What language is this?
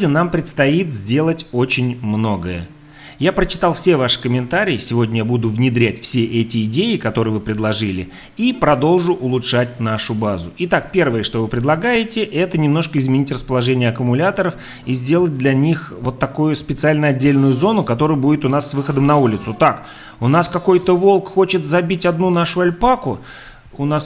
Russian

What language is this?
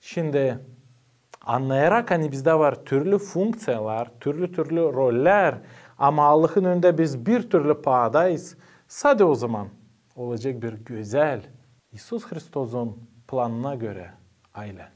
Gagauz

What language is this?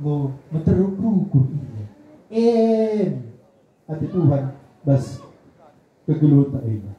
Batak Karo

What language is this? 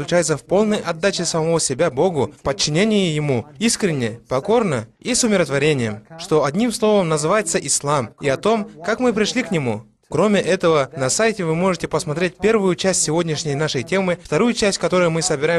Russian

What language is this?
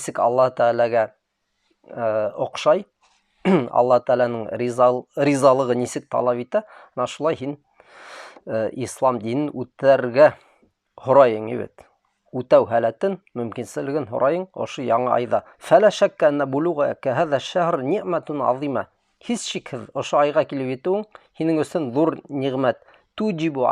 Bashkir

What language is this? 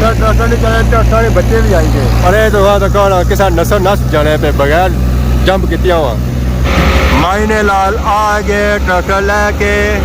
Pahari-Potwari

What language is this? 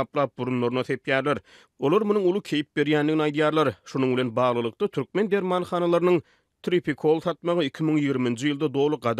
Turkmen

